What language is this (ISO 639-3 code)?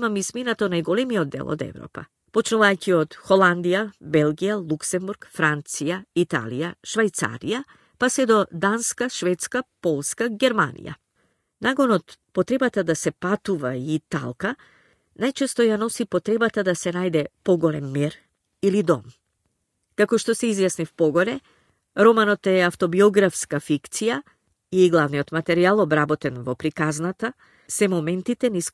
mkd